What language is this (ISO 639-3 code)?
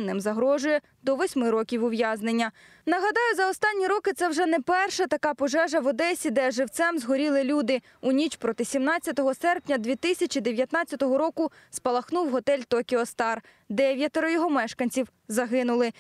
ukr